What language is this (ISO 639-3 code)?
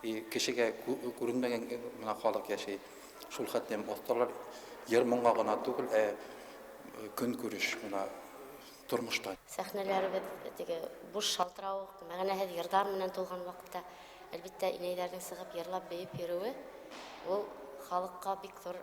bak